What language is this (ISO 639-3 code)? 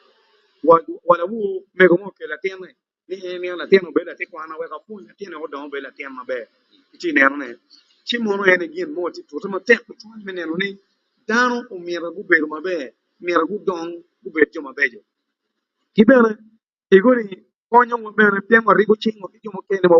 ach